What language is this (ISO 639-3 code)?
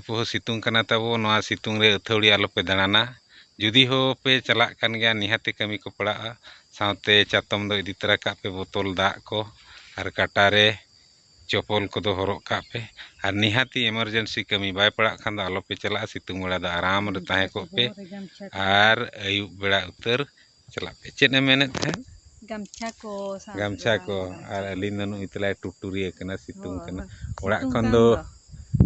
sat